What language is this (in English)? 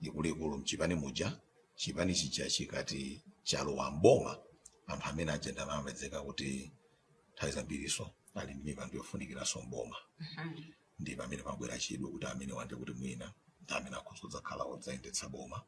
Nyanja